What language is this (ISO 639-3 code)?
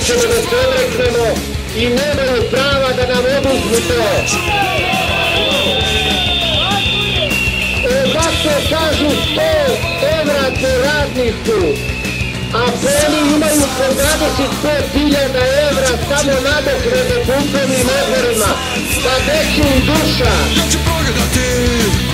srp